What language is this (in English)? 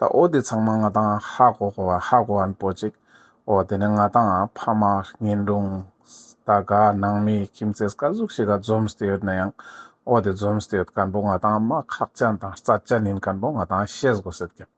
Ladakhi